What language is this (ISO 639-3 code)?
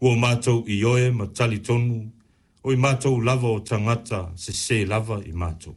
smo